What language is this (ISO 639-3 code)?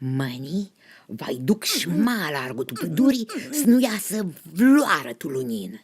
rup